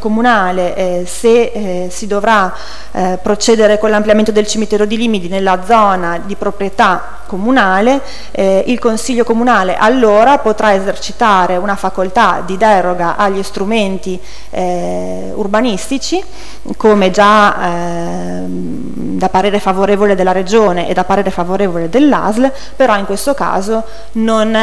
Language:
Italian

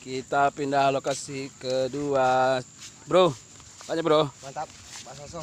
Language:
Minangkabau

